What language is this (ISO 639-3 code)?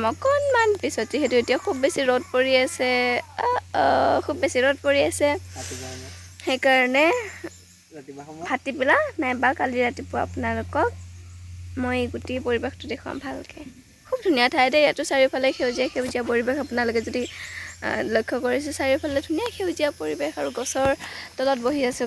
asm